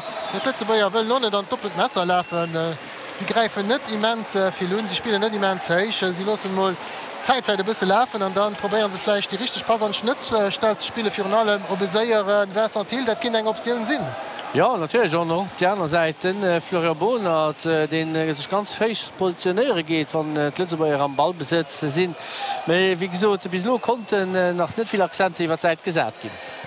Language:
Luxembourgish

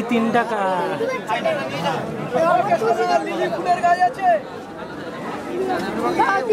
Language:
Bangla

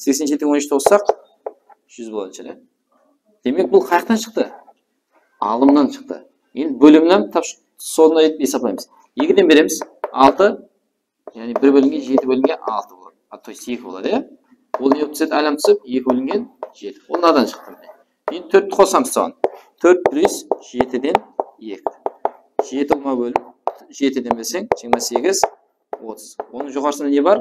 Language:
Kara-Kalpak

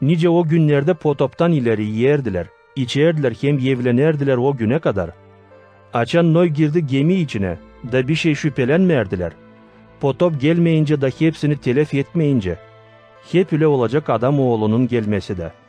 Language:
Gagauz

